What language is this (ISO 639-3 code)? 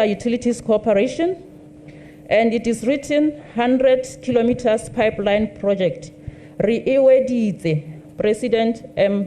tsn